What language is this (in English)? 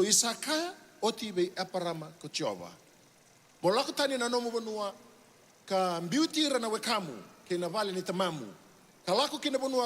Fijian